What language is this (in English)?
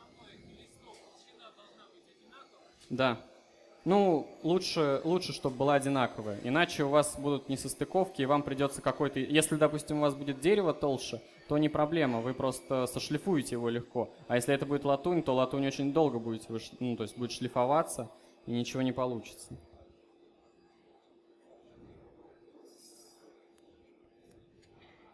Russian